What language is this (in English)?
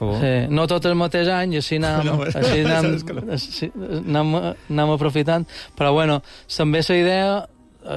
Catalan